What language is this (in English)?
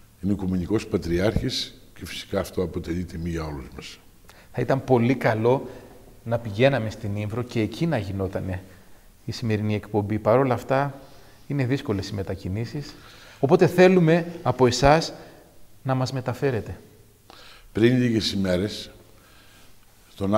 Greek